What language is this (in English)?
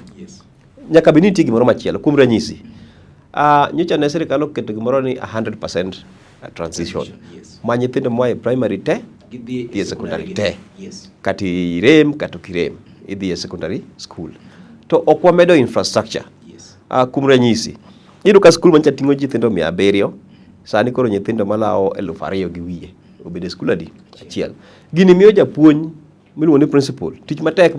Luo (Kenya and Tanzania)